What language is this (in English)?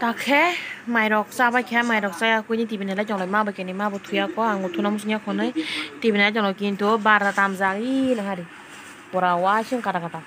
Kok Borok